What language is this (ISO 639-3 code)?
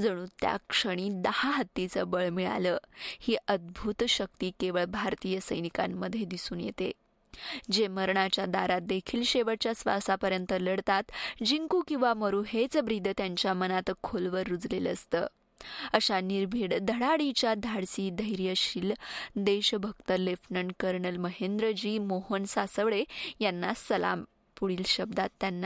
mar